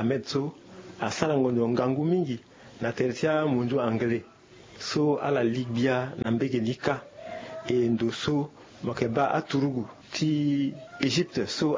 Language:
Sango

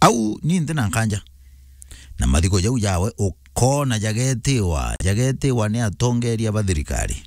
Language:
Meru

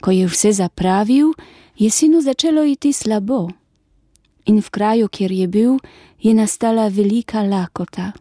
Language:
Slovenian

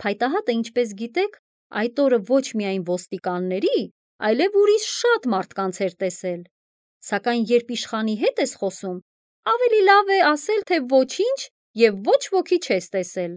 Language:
Armenian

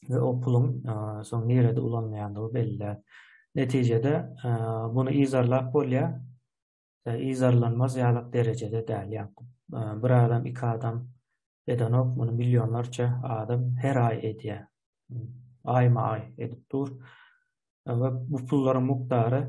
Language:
Turkmen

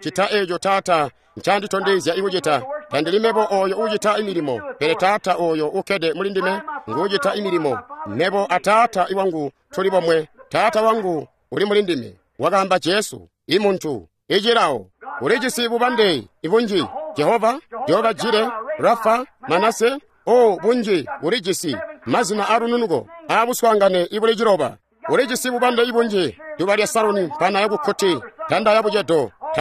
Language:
Tonga (Zambia)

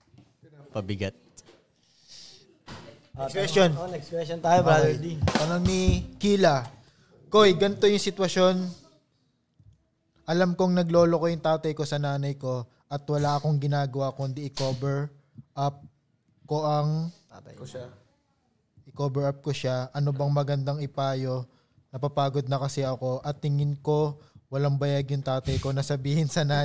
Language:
Filipino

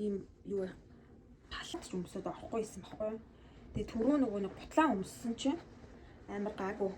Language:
Mongolian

